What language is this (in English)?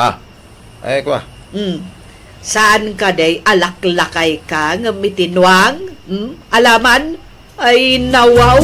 Iloko